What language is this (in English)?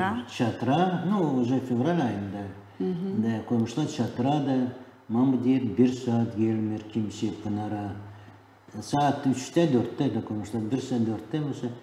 Gagauz